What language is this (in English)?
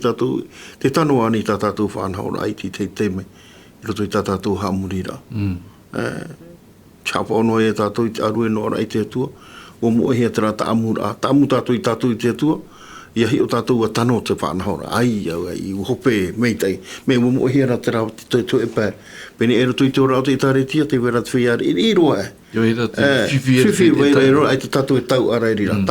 Tahitian